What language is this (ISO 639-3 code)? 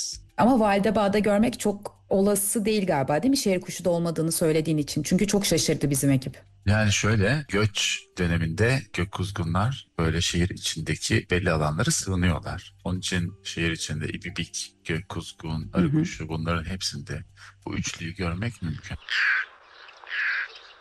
tur